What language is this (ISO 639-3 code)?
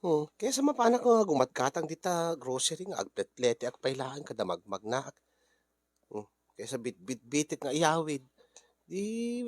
ilo